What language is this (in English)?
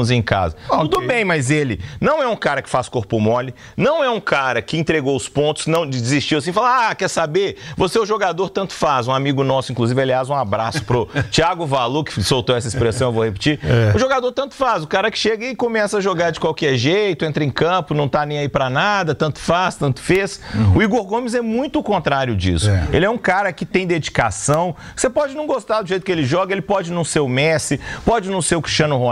Portuguese